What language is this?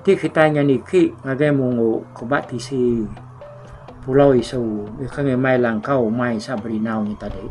Iban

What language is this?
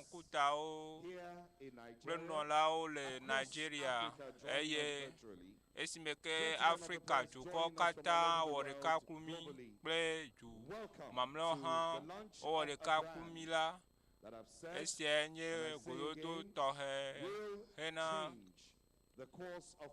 Ewe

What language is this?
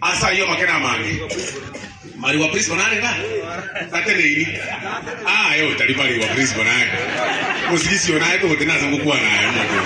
Gusii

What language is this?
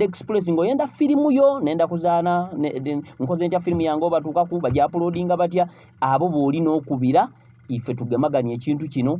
Ganda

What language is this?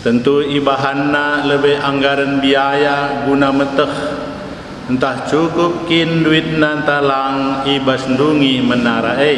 Batak Karo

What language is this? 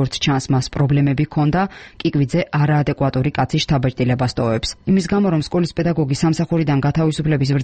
Georgian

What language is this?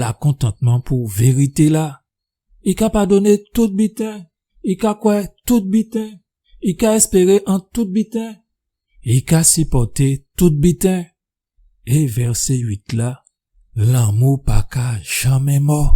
Guadeloupean Creole French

